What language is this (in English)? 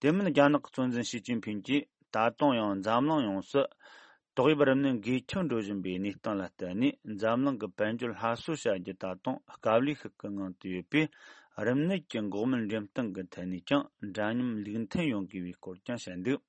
Tibetan